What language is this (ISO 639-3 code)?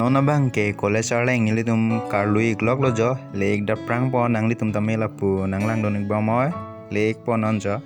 mjw